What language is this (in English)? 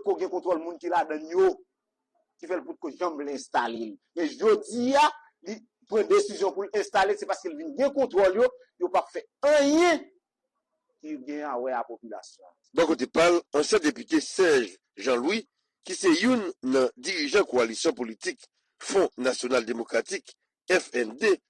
Haitian Creole